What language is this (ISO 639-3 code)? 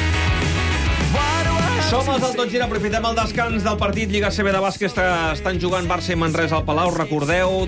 cat